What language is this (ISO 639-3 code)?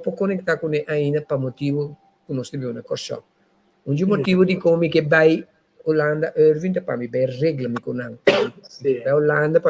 pap